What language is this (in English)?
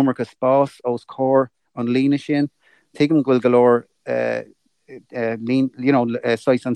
Irish